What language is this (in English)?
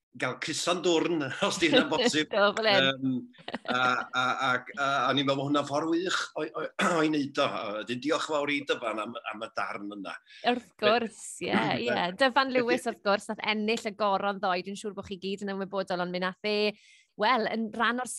Welsh